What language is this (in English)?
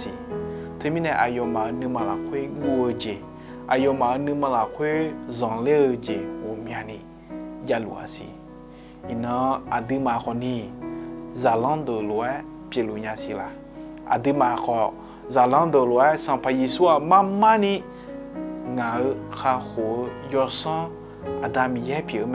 Akha